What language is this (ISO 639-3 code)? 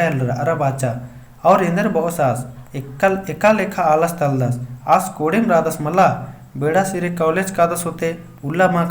kru